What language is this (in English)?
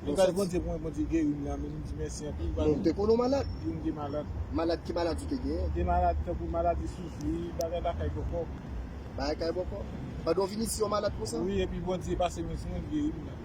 Haitian Creole